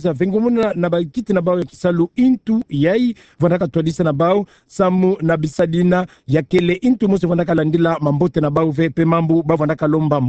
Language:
Kituba (Democratic Republic of Congo)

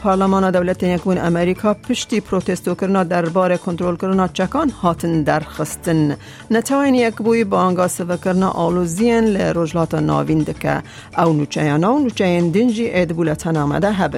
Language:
Kurdish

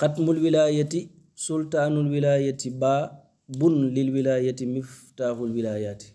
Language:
Wolof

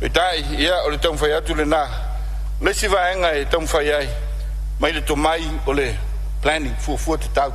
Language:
Samoan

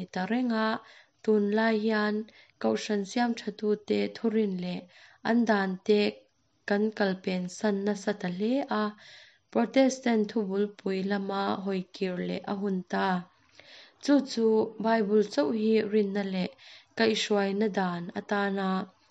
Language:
Mizo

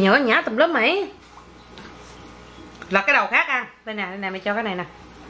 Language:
Vietnamese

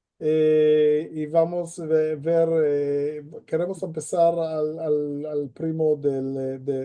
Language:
Ladino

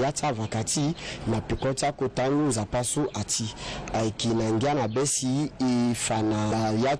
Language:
Sango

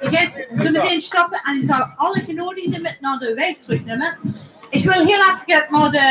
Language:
Limburgish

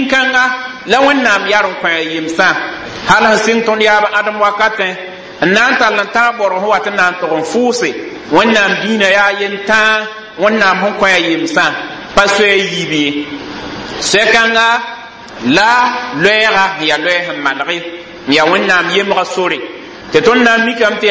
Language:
Mossi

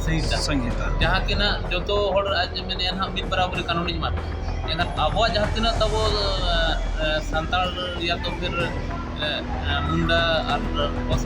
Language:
Santali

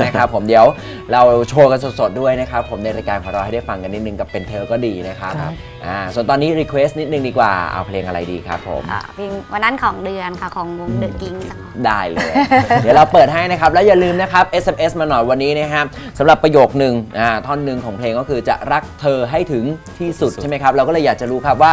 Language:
Thai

